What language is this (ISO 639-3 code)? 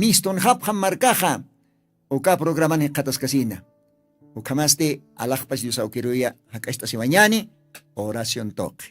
aym